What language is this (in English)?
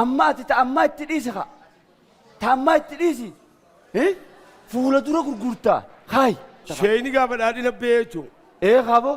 Oromo